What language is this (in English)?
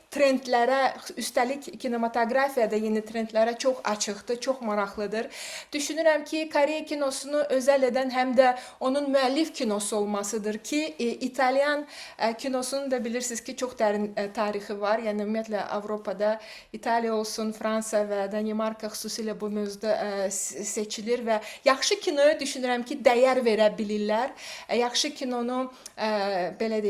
Azerbaijani